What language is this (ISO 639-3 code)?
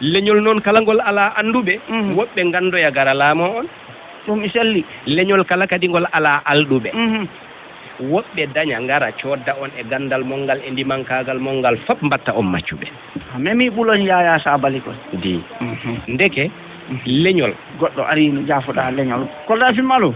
ful